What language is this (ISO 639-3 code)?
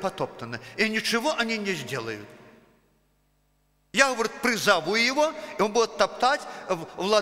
rus